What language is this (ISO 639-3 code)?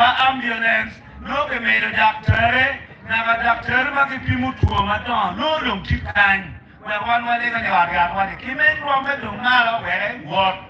ach